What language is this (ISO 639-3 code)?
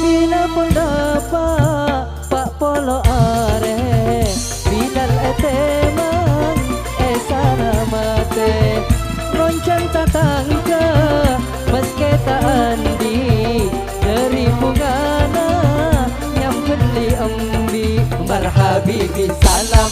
mad